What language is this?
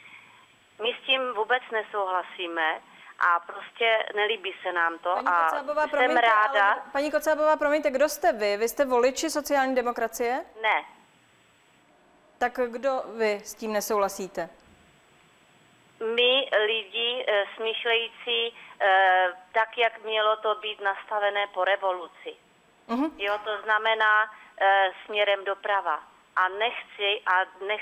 Czech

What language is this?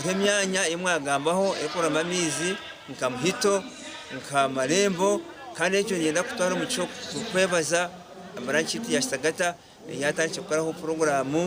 Nyankole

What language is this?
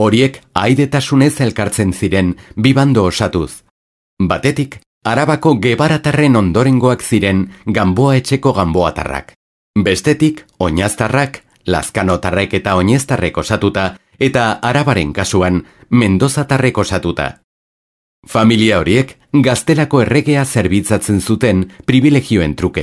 Basque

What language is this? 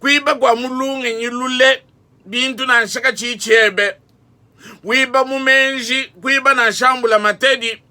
Luba-Lulua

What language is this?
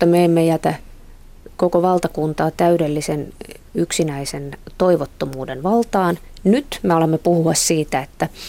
Finnish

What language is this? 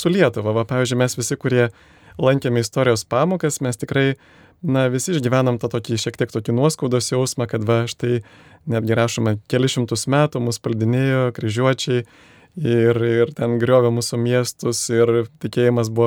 Lithuanian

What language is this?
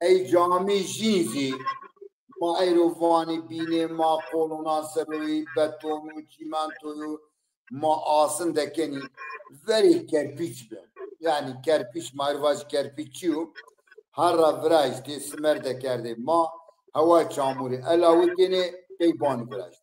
Zaza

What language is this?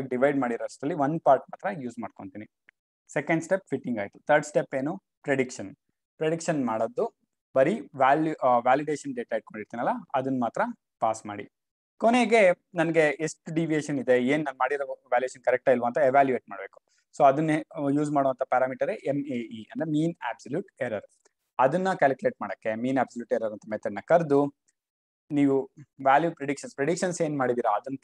Kannada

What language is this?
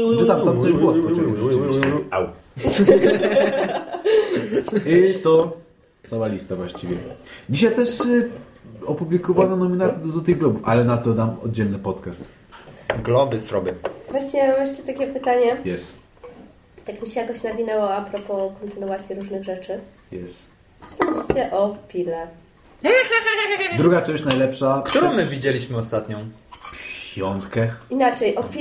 Polish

